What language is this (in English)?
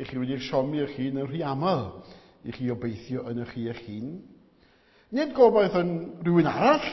Welsh